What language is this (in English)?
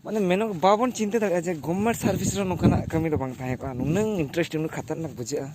Santali